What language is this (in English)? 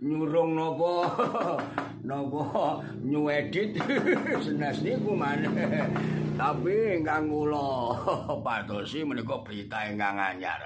Javanese